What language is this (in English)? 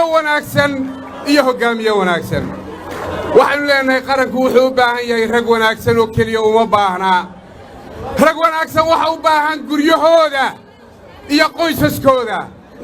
Somali